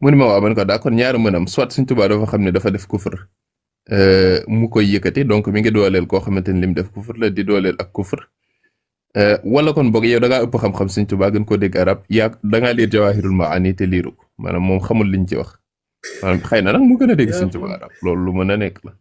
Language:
Wolof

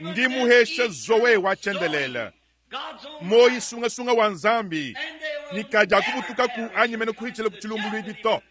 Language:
Luba-Lulua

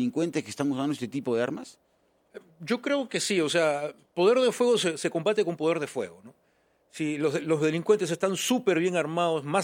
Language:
Spanish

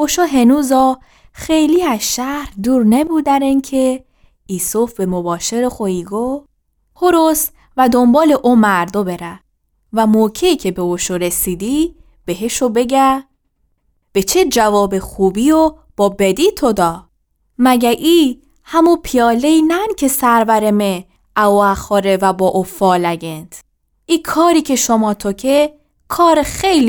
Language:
Gilaki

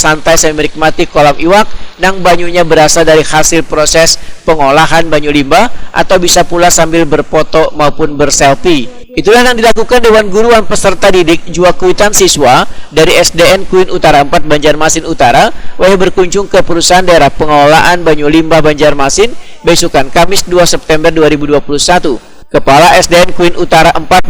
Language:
Banjar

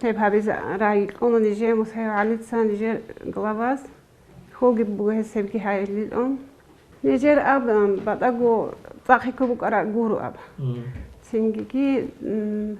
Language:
Avaric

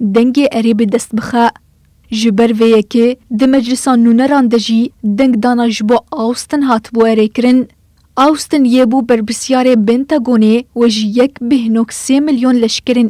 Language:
Kurdish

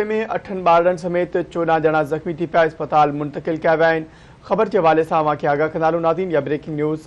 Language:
Sindhi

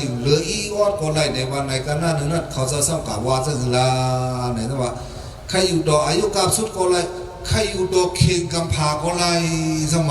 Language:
Shan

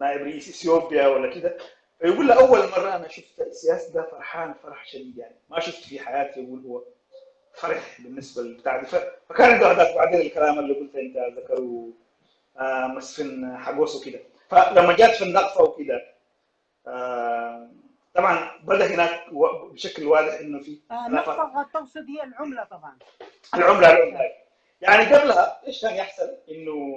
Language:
Sudanese Arabic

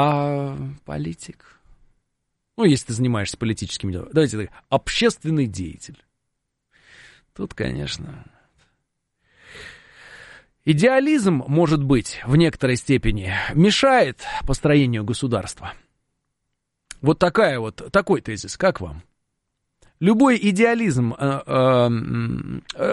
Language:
Russian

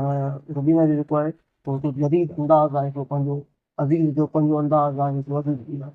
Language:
Sindhi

